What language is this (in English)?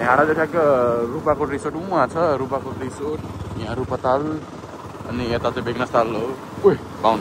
Nepali